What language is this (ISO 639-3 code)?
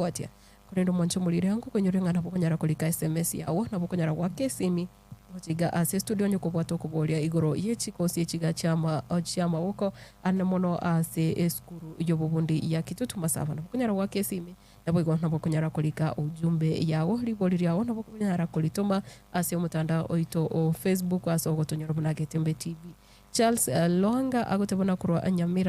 guz